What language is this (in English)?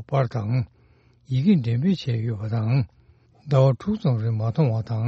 Tibetan